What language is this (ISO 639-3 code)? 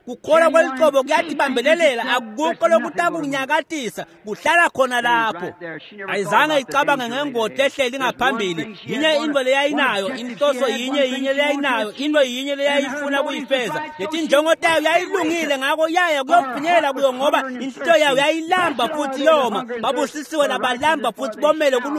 ssw